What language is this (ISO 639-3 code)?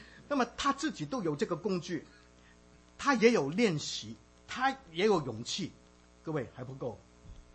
zho